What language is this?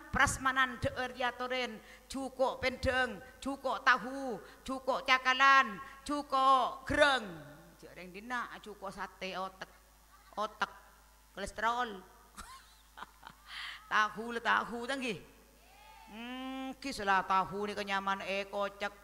Madurese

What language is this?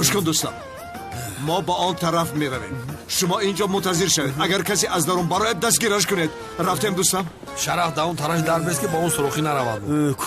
Tajik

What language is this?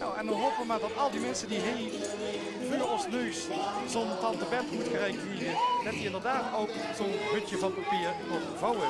Limburgish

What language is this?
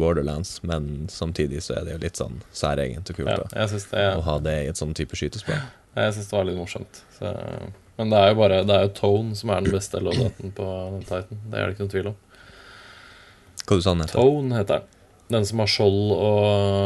Norwegian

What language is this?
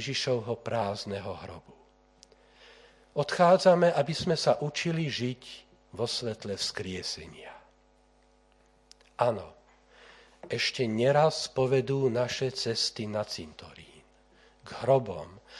Slovak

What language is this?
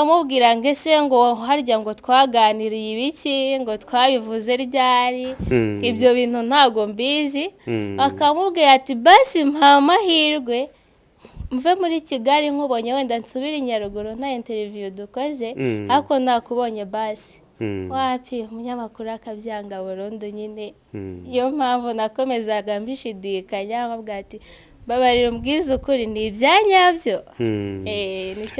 Kinyarwanda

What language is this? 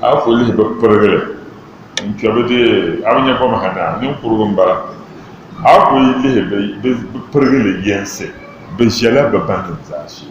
Dagbani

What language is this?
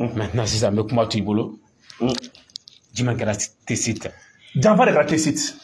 Bambara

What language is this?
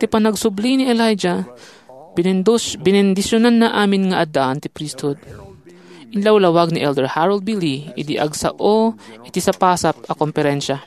Iloko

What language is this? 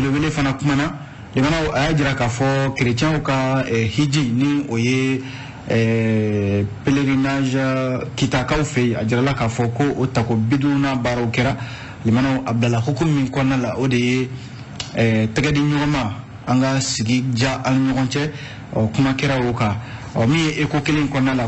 Bambara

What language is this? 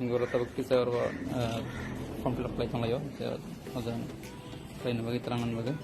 Kok Borok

